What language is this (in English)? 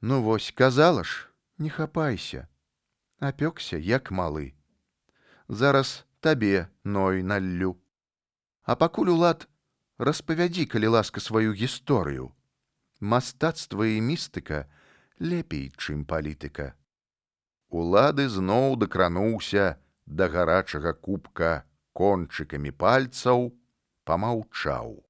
Belarusian